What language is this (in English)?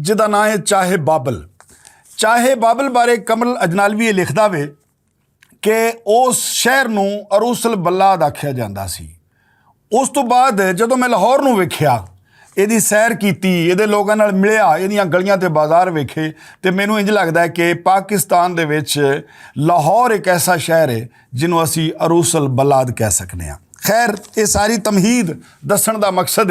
Western Panjabi